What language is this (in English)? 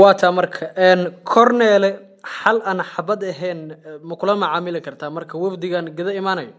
Somali